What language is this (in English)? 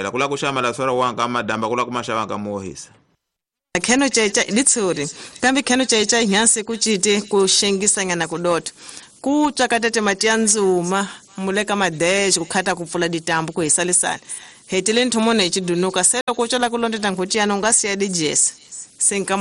Tsonga